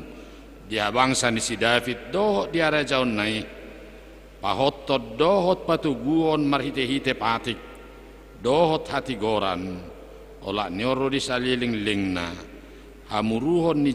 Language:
Batak Toba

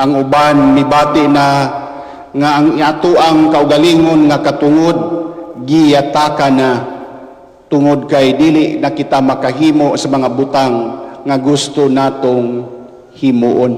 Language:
Cebuano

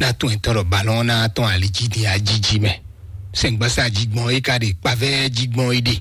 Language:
Fon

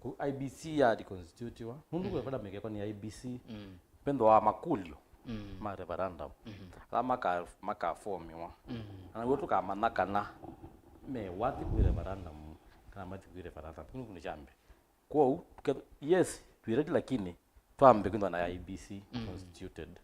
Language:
Kamba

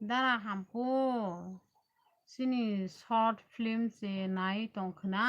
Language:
Kok Borok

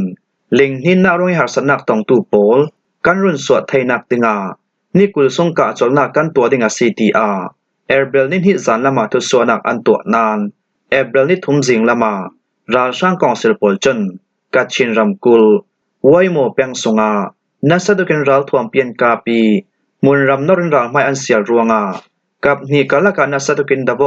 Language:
Falam Chin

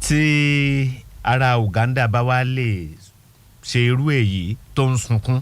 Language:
Yoruba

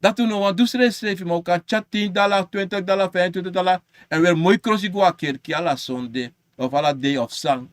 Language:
Sranan Tongo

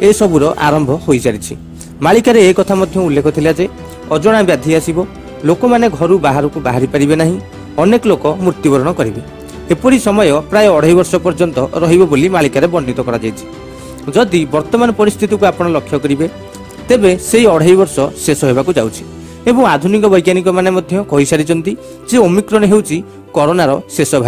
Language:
Odia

